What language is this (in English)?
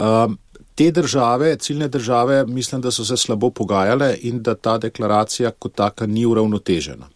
Slovenian